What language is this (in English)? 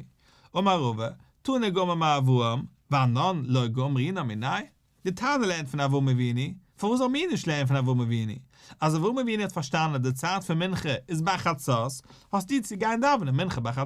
Yiddish